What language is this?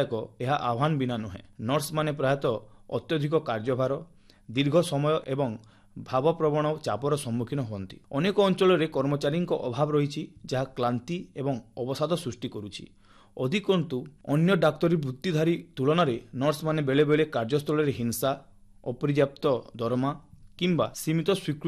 Odia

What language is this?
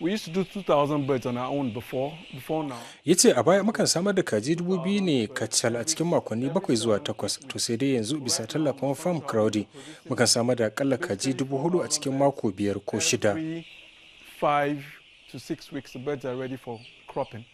Hausa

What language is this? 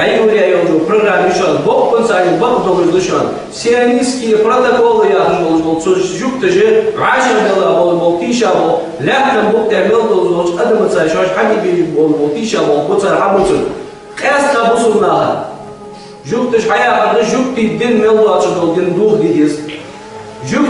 Ingush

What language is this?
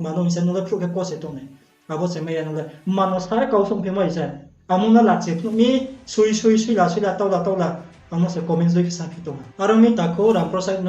Riang (India)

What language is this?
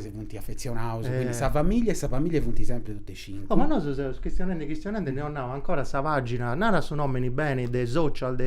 Sardinian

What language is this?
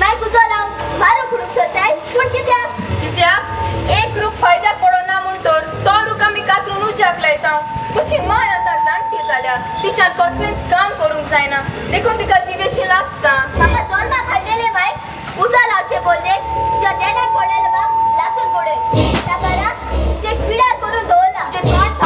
Konkani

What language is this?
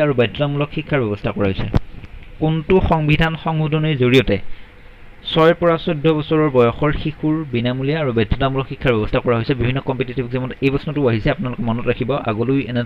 Assamese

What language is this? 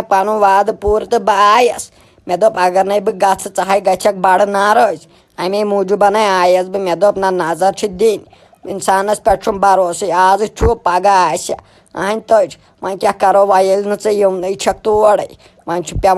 Kashmiri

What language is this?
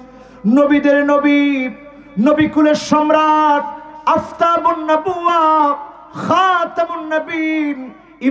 Bangla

